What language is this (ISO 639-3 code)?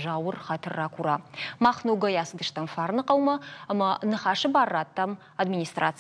oss